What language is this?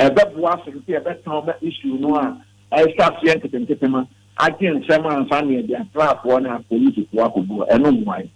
Akan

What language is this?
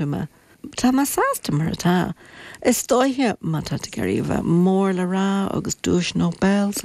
Irish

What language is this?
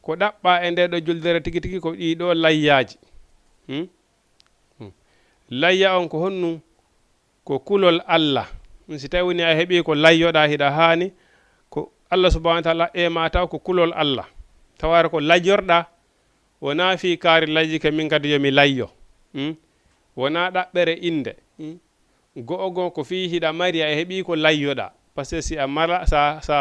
Fula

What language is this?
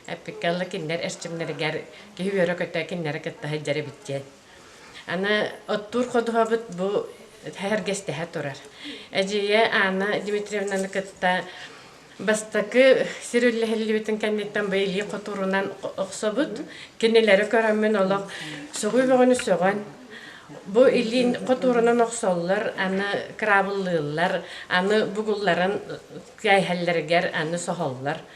Yakut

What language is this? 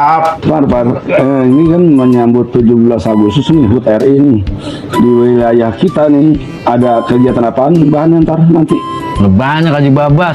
Betawi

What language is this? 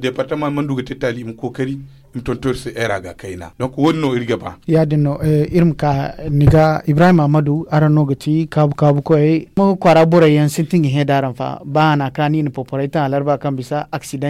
Zarma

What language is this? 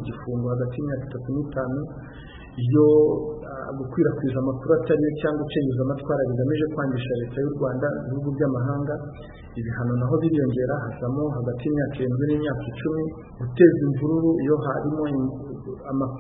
Kinyarwanda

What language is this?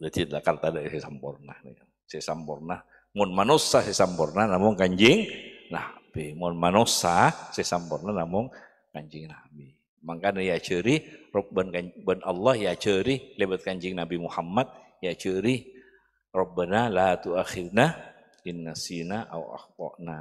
Madurese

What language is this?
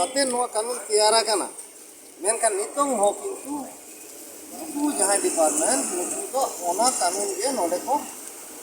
Santali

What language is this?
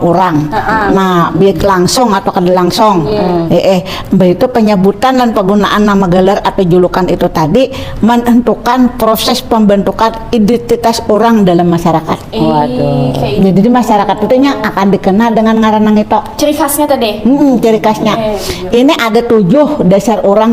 Banjar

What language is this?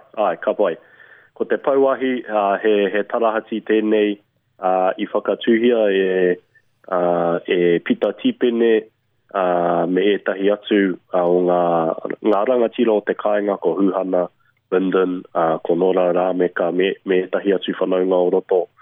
Māori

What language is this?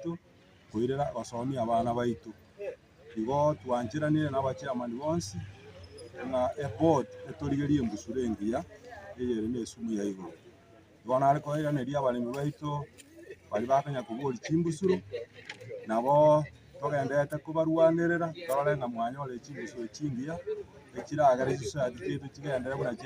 Gusii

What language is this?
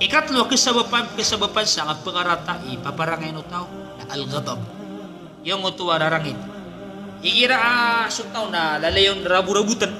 Maranao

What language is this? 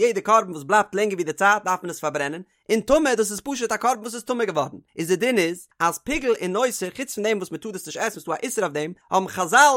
Yiddish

